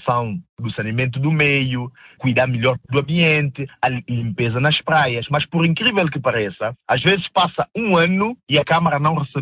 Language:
Portuguese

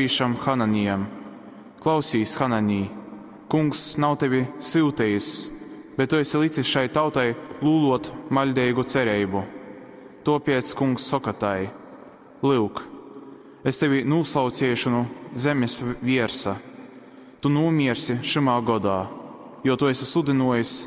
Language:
Latgalian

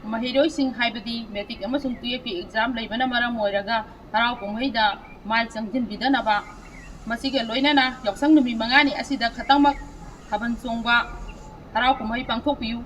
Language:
Manipuri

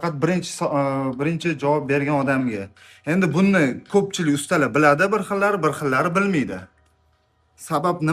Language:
Uzbek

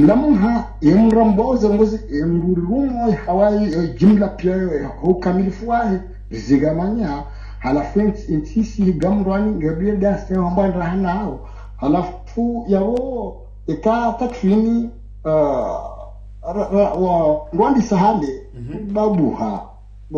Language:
Swahili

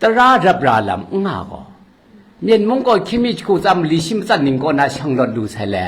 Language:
Kachin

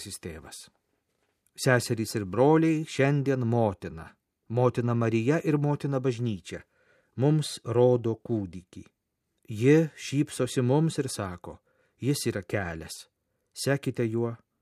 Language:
Lithuanian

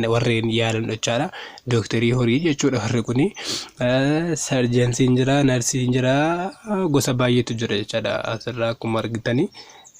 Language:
Oromo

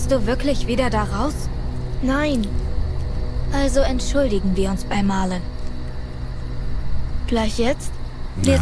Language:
German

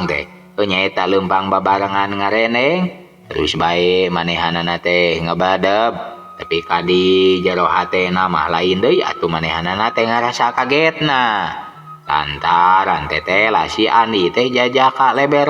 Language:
Sundanese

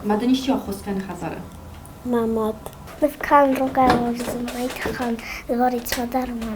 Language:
Ossetic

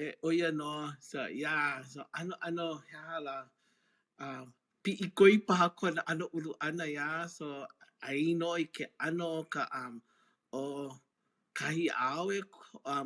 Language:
Hawaiian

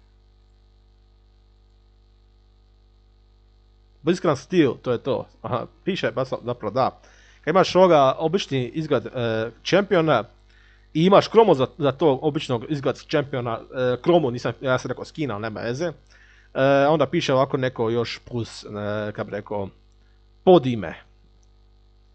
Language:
Croatian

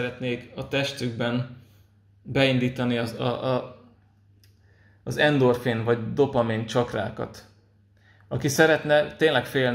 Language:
Hungarian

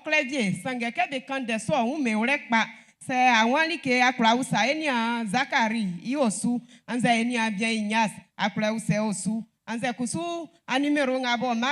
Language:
Baoulé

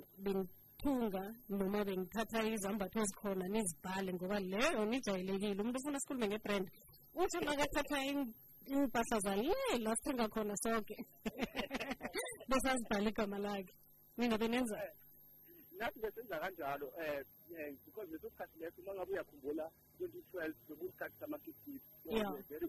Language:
South Ndebele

